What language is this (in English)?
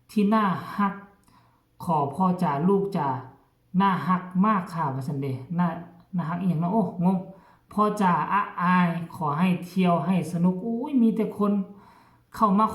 Northeastern Thai